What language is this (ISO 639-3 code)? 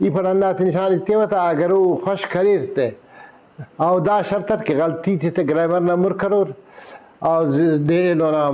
brh